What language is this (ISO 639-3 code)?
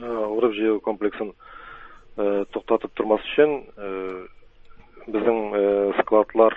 tat